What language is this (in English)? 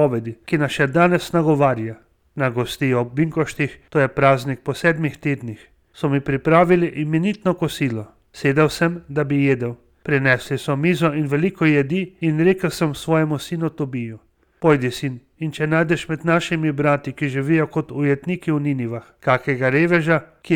Slovenian